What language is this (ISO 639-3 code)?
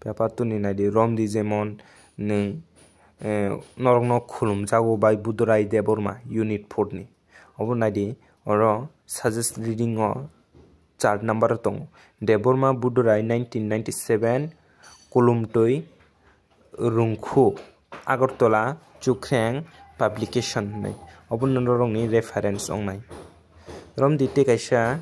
trp